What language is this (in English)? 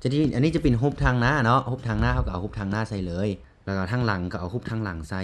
Lao